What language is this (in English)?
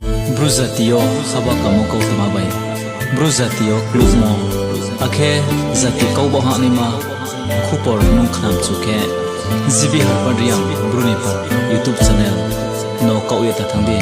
Riang (India)